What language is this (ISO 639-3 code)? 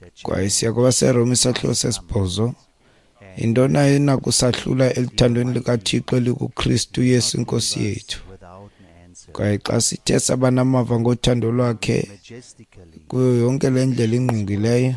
xho